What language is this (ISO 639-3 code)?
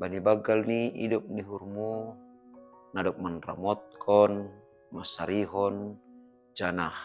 bts